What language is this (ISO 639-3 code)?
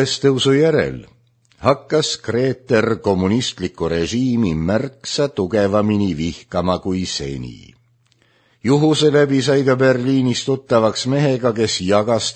est